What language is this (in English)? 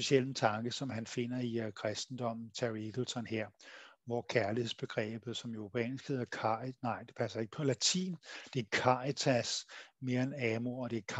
Danish